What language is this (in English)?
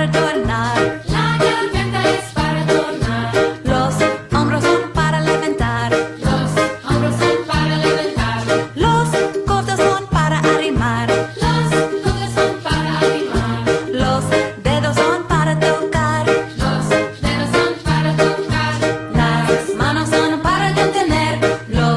Ladino